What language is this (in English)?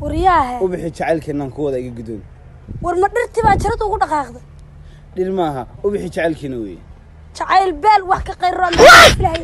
Somali